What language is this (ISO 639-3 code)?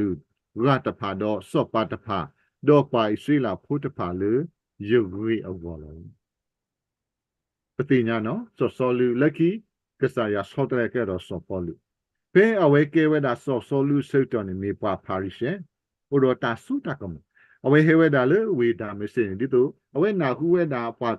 ksw